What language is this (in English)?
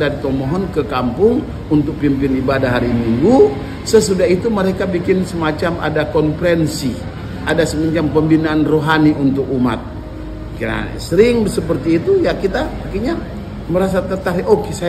Indonesian